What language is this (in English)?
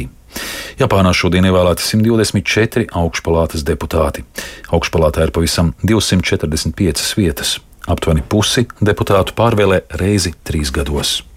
Latvian